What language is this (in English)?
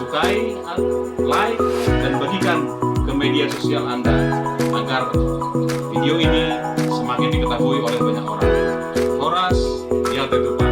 Batak Simalungun